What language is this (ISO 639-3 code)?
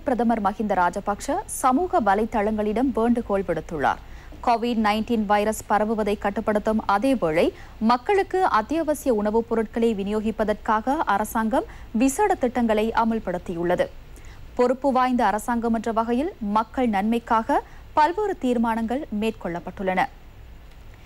tam